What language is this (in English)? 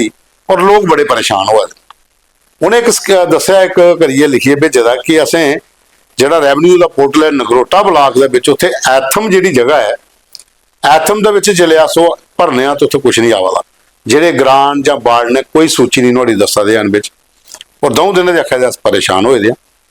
Dogri